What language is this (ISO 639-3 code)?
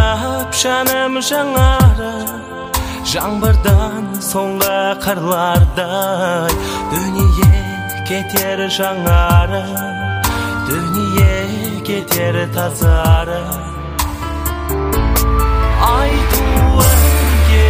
kaz